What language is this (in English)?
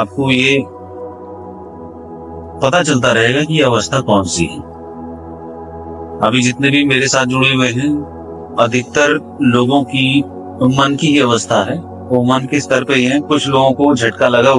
Hindi